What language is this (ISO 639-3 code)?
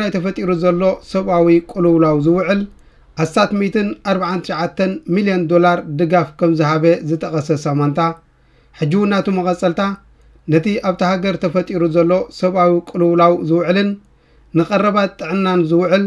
tir